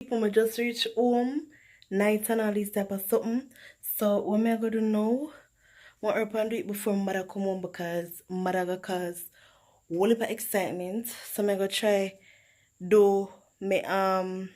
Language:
Jamaican Creole English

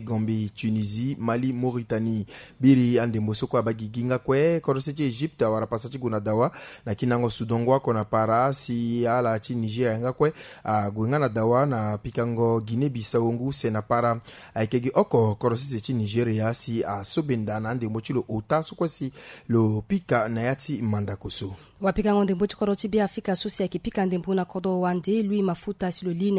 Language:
Sango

